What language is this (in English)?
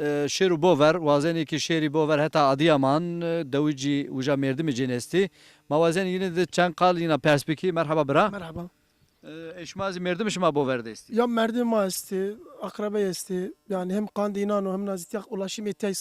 Zaza